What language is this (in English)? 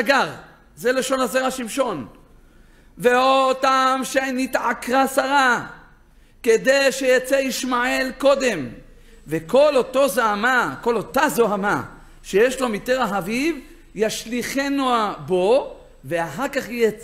Hebrew